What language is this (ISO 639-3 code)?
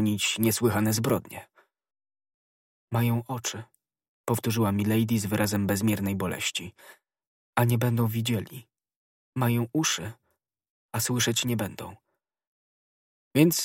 pol